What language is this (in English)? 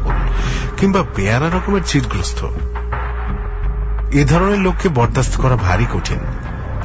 Bangla